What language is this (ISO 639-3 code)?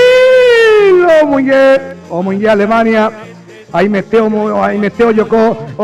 grn